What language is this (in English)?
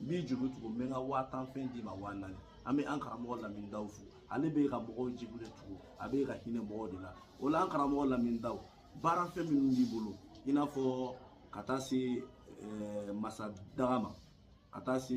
Bambara